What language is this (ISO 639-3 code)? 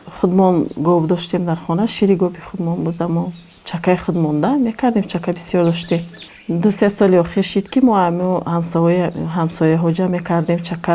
tgk